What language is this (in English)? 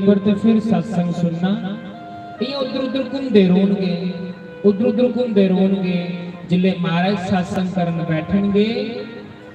Dogri